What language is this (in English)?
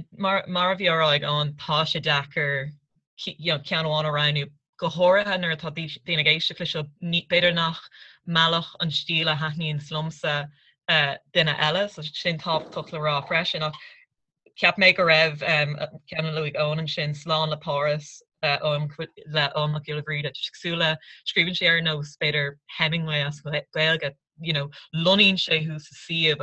Irish